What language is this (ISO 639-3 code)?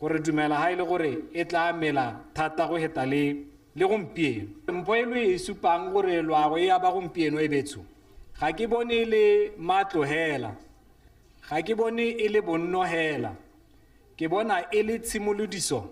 tsn